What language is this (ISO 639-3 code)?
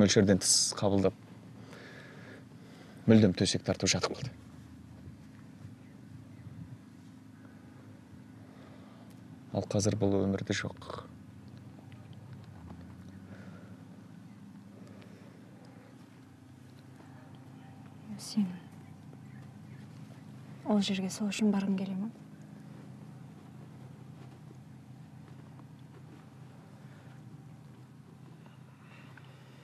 kaz